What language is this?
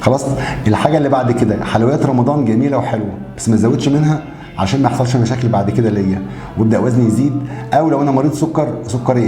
Egyptian Arabic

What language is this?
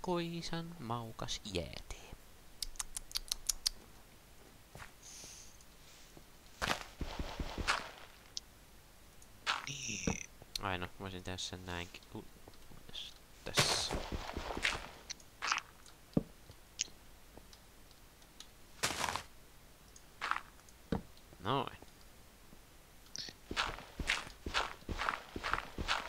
Finnish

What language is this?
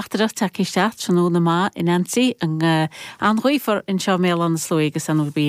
Irish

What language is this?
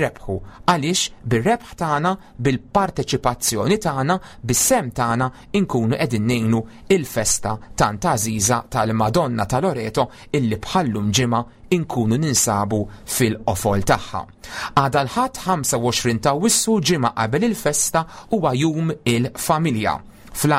Maltese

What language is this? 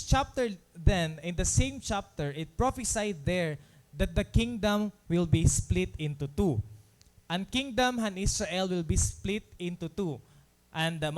Waray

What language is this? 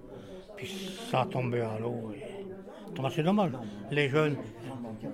French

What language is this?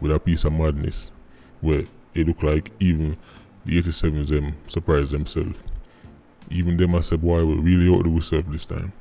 Jamaican Creole English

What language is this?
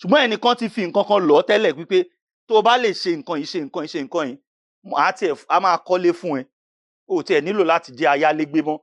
Yoruba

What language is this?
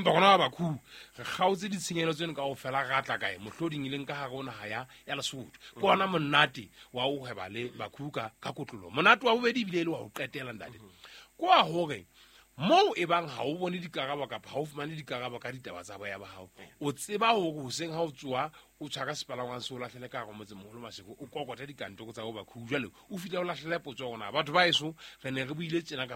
Southern Sotho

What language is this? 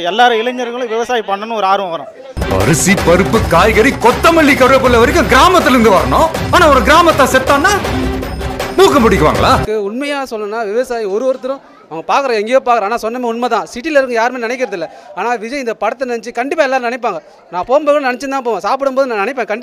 Tamil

